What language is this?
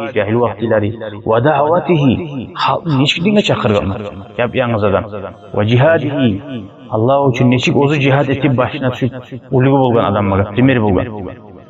Kumyk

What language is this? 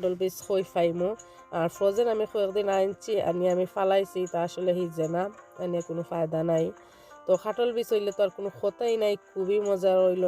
Sylheti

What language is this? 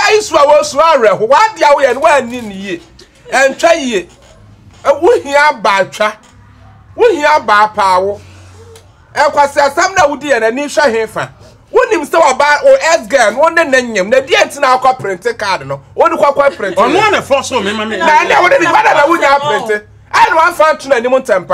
Akan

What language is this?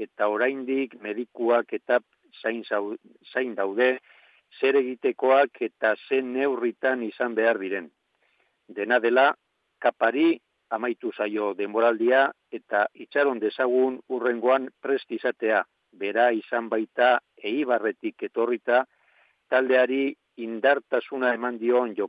Basque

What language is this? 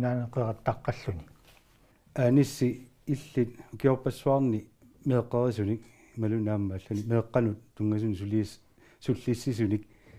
Kalaallisut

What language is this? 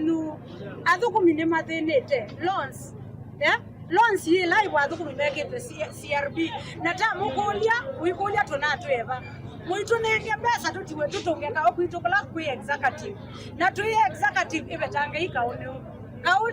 Kamba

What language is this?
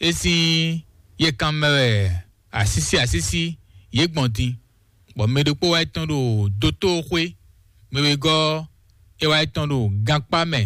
Fon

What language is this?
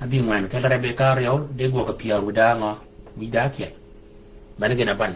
Shilluk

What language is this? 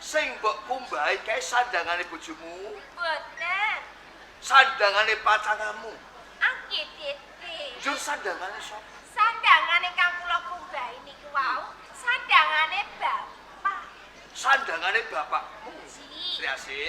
Javanese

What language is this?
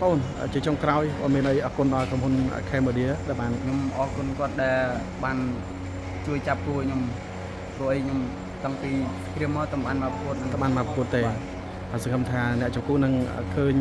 Khmer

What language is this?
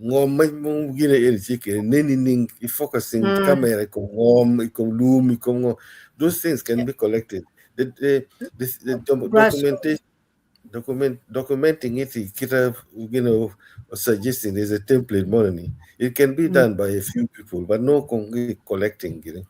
Acoli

